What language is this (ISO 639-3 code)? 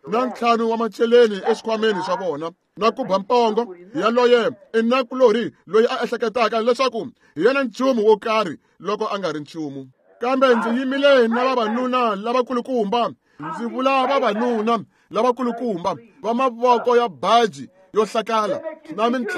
tso